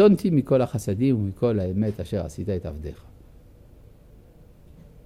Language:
Hebrew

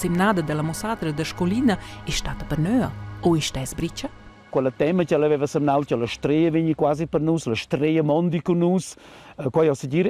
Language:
Romansh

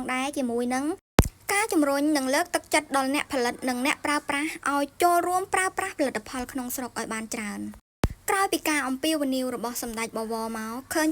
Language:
Khmer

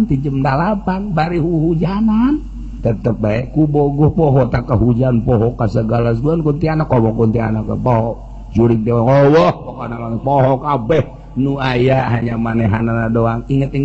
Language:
Sundanese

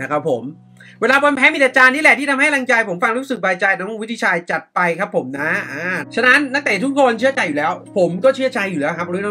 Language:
Thai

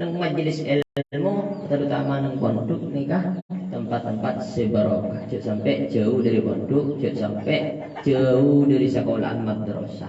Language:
Madurese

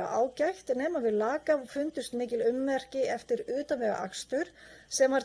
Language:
Icelandic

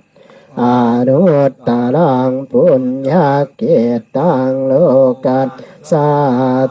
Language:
Pali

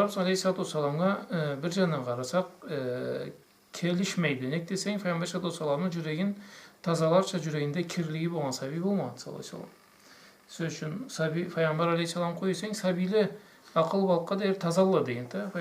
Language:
Karachay-Balkar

